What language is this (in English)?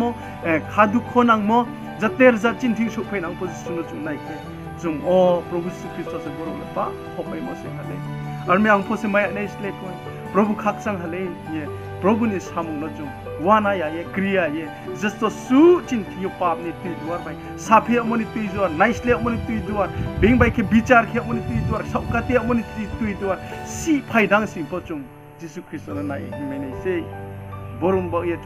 Riang (India)